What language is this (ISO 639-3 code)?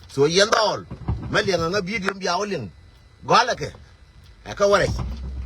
nus